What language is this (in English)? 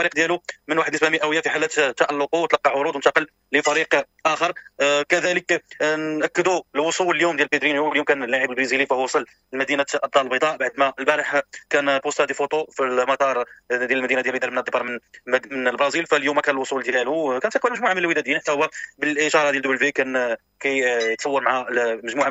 Moroccan Arabic